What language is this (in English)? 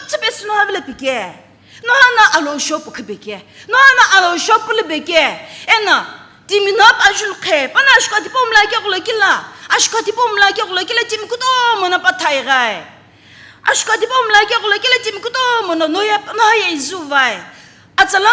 Sumi Naga